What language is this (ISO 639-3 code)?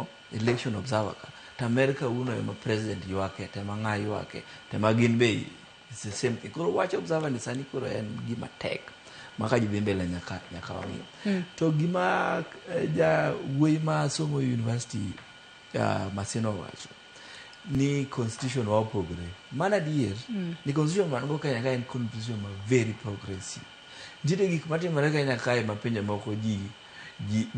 luo